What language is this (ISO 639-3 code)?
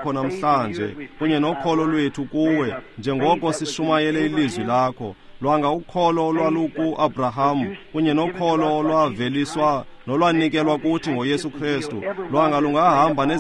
xho